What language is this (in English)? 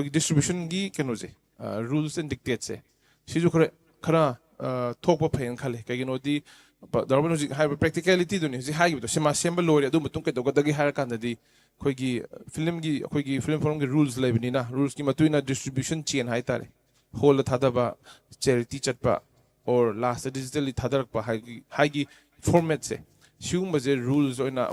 Manipuri